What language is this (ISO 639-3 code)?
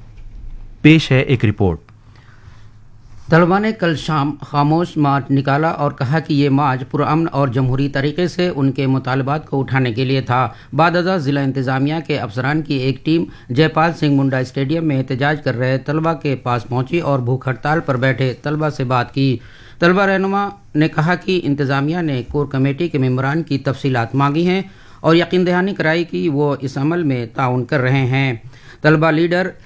urd